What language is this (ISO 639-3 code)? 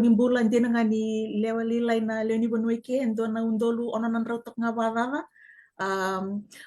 fij